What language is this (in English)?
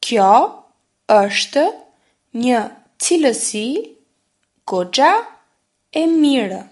Albanian